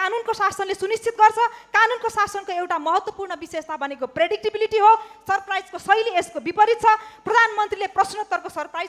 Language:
Nepali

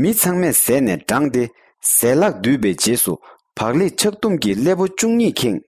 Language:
Tibetan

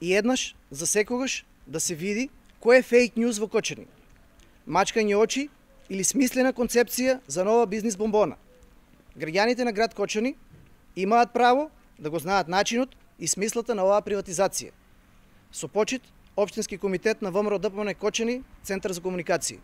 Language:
Macedonian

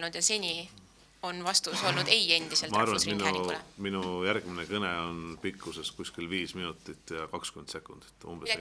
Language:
Estonian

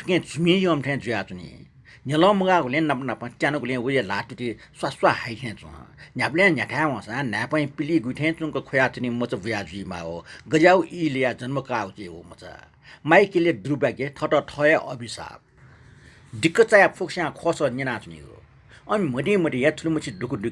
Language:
Newari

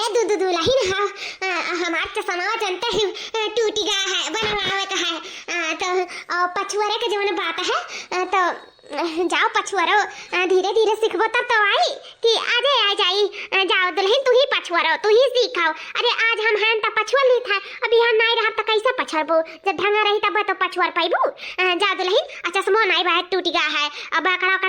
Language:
Awadhi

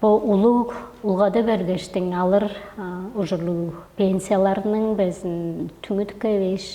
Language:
Tuvinian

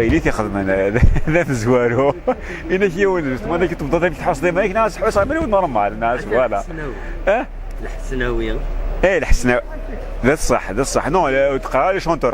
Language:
Kabyle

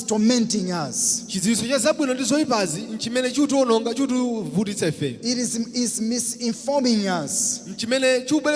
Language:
Nyanja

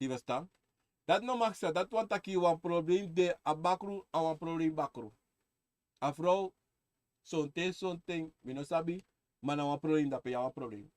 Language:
Sranan Tongo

